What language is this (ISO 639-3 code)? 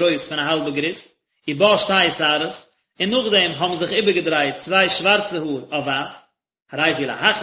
yid